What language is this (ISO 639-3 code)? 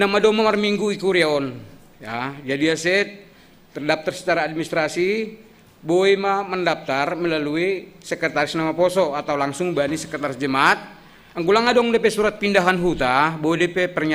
bts